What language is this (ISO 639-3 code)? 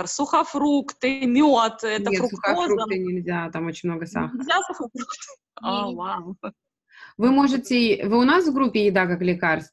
rus